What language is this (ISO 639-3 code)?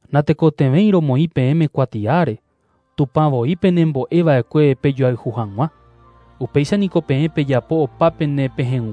grn